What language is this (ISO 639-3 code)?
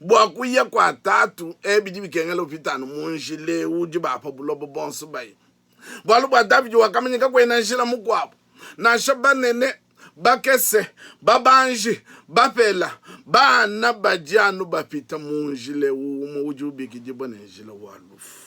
lua